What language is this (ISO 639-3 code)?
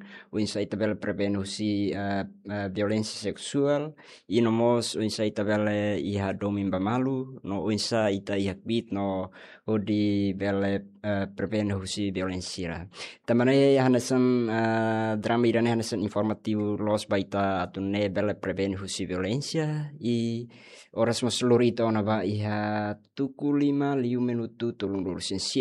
tet